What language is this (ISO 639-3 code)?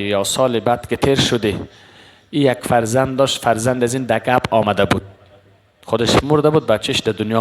fas